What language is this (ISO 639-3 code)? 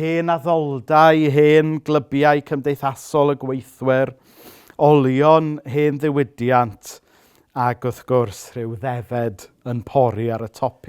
cym